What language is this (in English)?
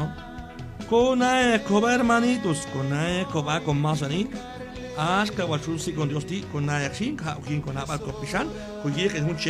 Q'anjob'al